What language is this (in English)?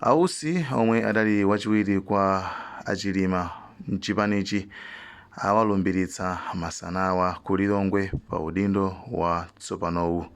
Nyanja